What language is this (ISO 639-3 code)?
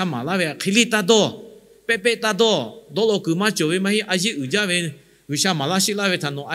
lhu